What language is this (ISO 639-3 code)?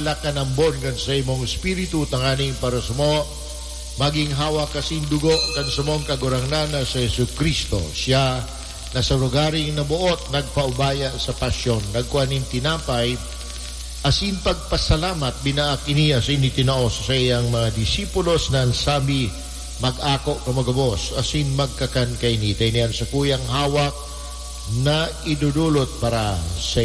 bik